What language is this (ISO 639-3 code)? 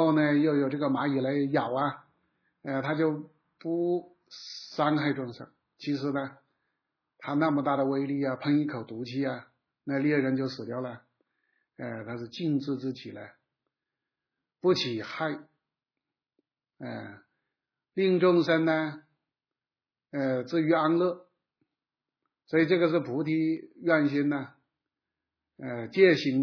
zho